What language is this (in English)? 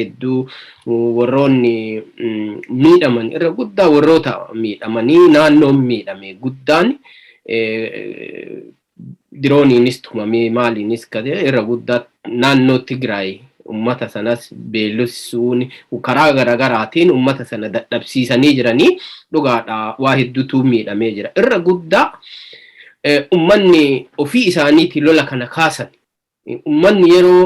Oromo